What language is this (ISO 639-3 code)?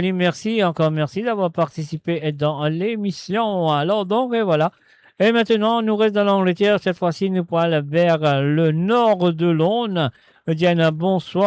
mfe